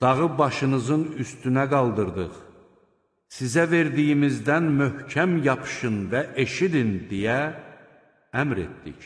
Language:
Azerbaijani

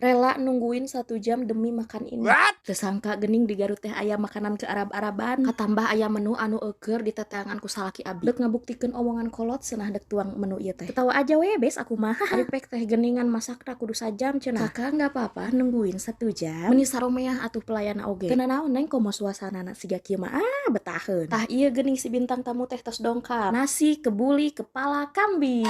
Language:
Sundanese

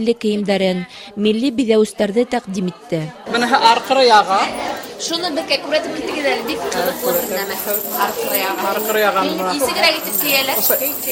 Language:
Bashkir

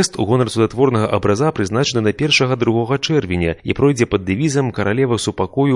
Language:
Belarusian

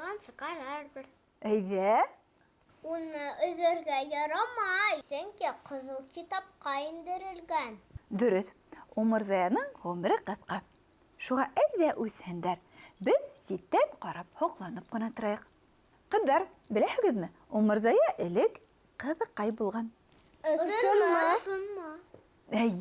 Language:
Bashkir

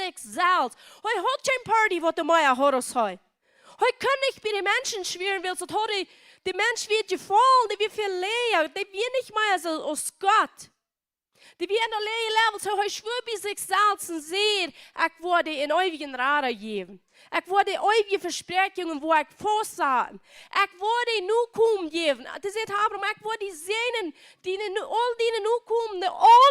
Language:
Plautdietsch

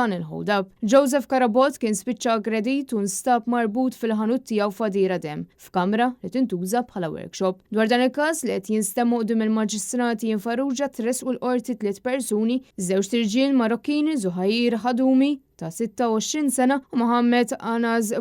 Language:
Maltese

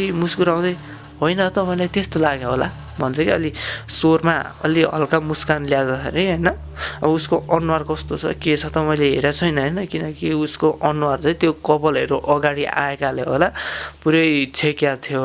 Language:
Nepali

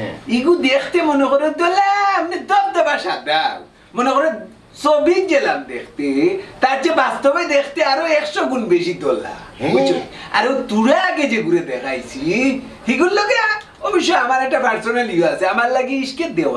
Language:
Sylheti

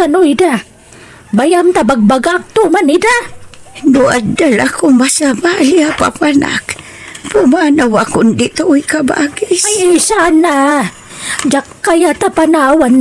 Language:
Iloko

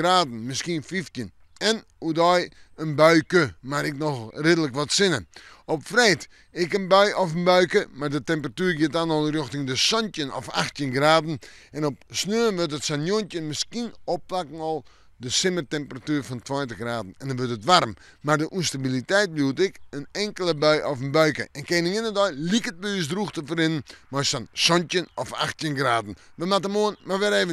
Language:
Western Frisian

